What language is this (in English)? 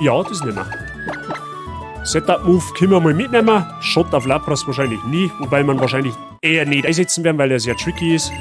Bavarian